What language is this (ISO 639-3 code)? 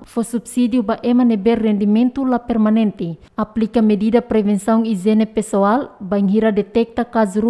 tet